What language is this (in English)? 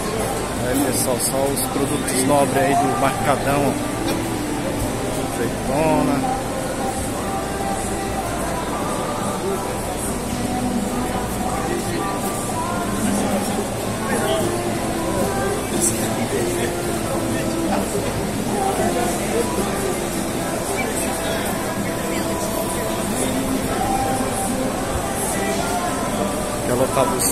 Portuguese